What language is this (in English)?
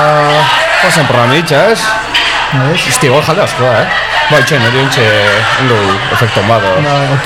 Basque